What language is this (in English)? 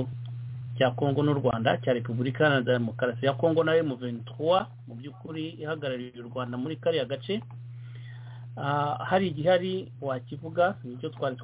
Kinyarwanda